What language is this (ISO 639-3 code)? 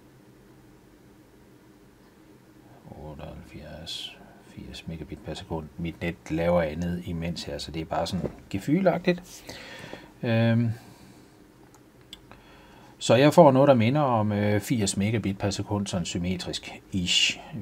dan